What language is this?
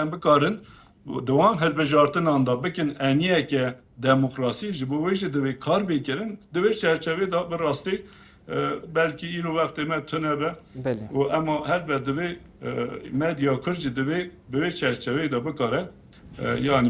Kurdish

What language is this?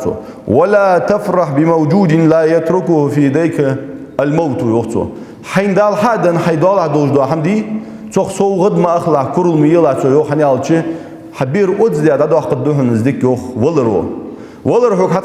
Ingush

